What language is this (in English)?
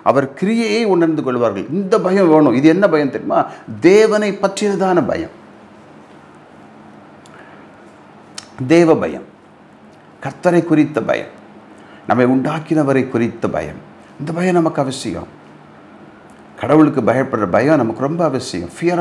Tamil